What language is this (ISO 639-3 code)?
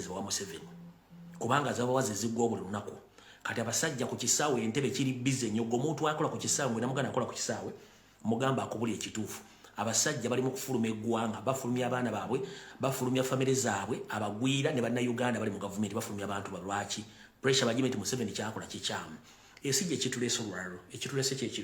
lug